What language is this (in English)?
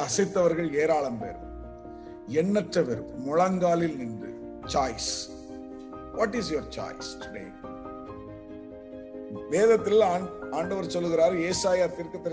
Tamil